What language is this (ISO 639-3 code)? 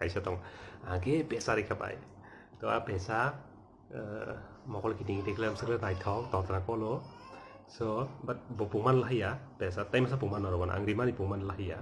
trp